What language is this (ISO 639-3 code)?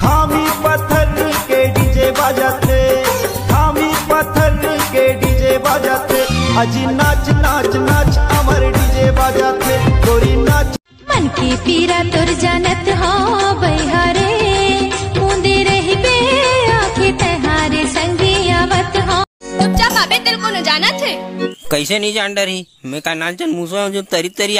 hne